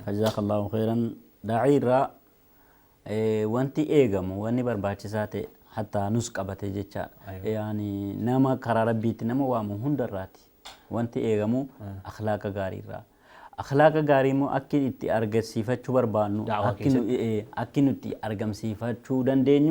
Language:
Oromo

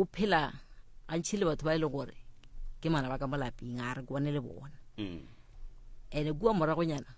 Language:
Northern Sotho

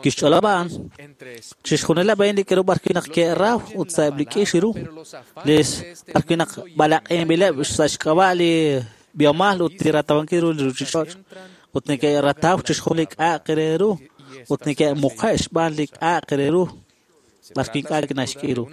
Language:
Kekchí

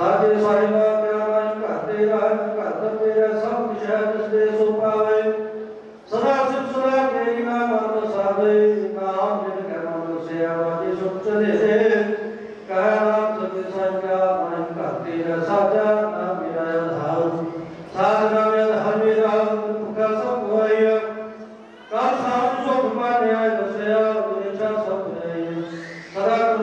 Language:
Punjabi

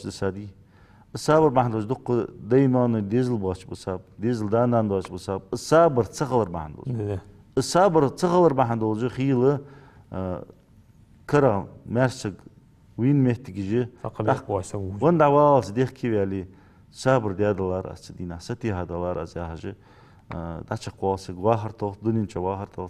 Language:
Ingush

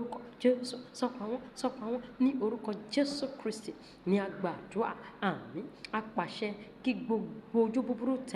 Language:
Yoruba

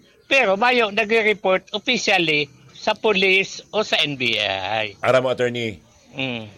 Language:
Bikol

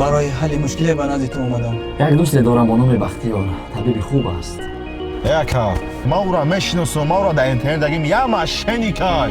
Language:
Tajik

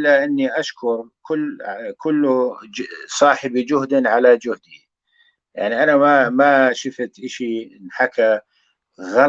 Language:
North Levantine Arabic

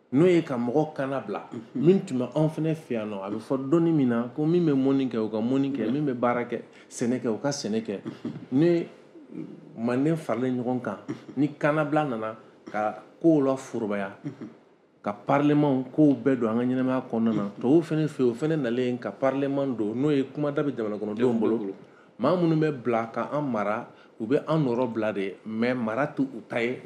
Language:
Bambara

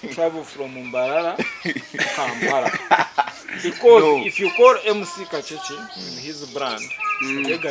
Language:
Nyankole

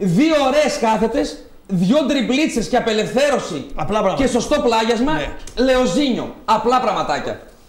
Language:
Greek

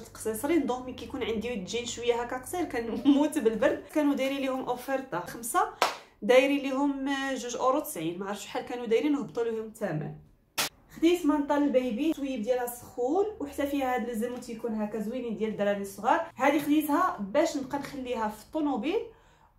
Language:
Moroccan Arabic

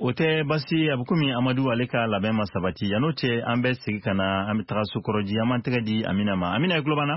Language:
Bambara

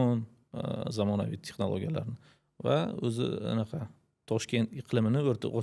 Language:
Uzbek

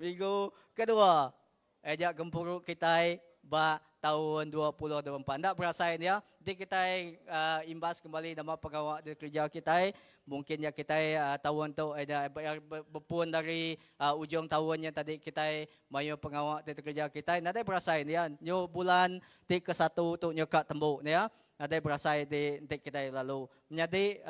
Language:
Iban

